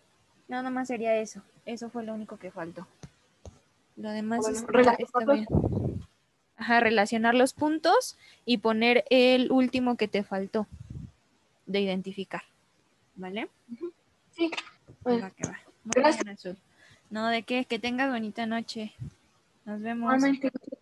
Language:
Spanish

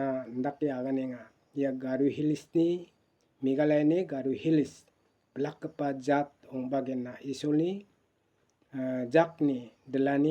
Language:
Garo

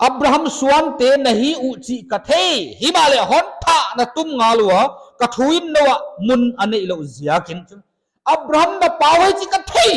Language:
Paite Chin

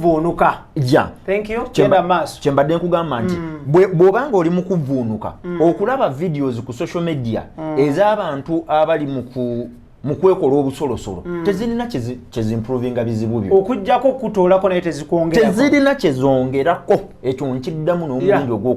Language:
Ganda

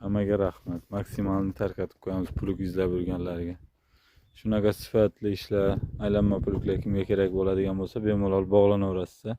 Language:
Uzbek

